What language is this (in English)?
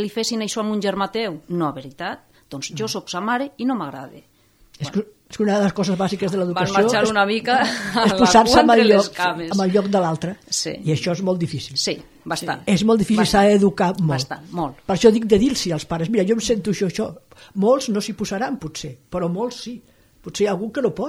Catalan